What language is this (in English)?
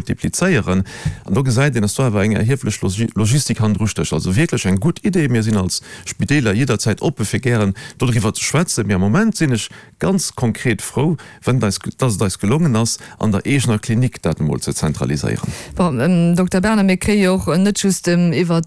Luxembourgish